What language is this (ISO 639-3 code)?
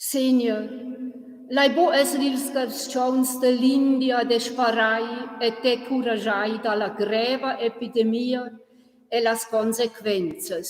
roh